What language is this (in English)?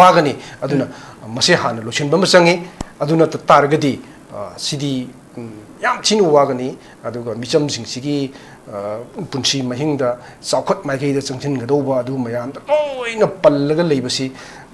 Manipuri